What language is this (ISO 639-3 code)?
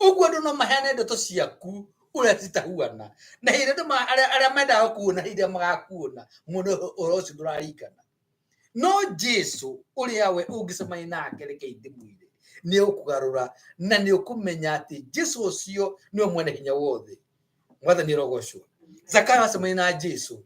kik